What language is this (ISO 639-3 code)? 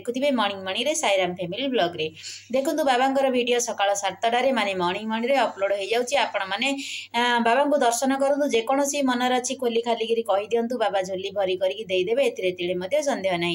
ori